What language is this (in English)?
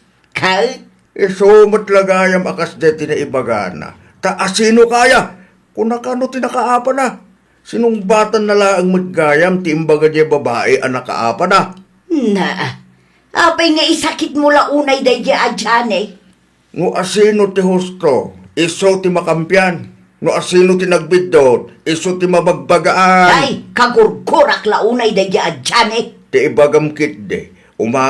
Iloko